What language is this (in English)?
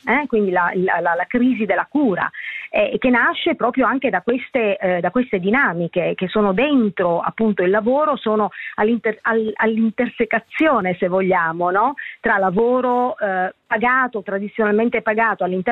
Italian